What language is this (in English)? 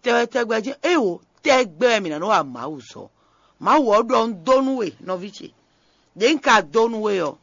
Fon